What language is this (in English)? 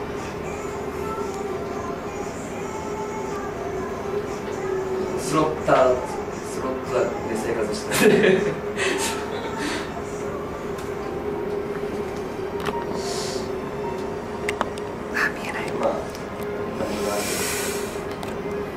Japanese